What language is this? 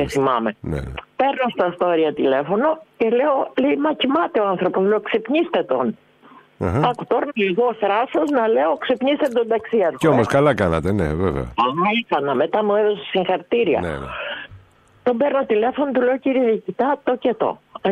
Greek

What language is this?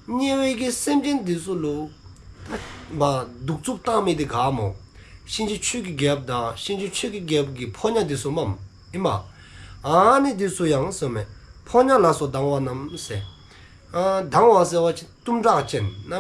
Dzongkha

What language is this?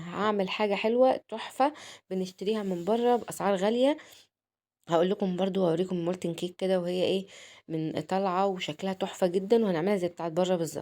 Egyptian Arabic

